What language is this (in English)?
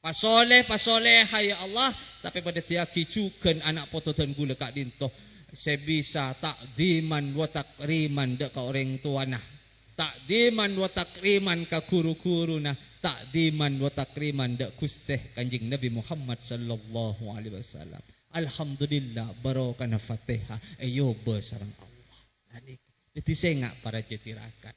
Madurese